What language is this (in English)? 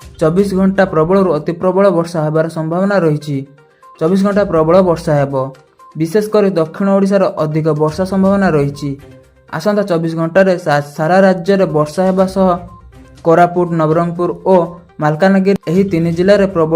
Odia